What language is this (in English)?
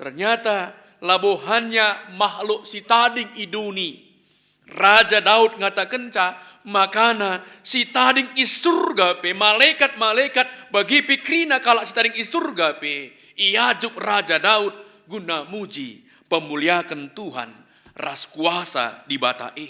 Batak Karo